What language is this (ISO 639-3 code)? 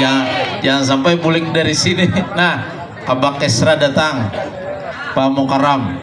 bjn